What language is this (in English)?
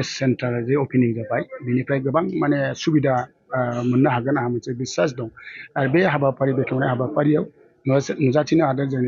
Bodo